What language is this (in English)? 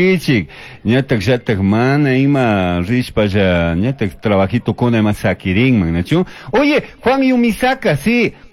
Chimborazo Highland Quichua